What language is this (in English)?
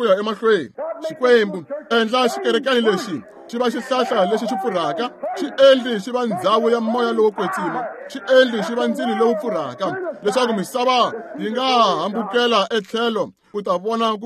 Tsonga